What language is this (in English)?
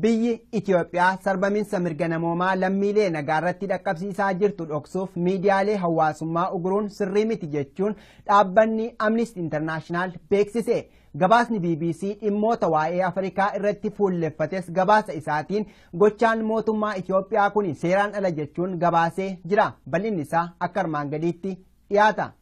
Oromo